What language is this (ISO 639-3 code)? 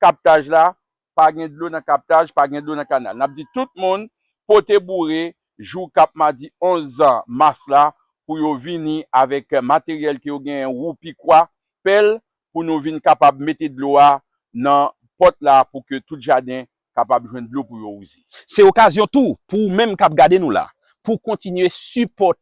hat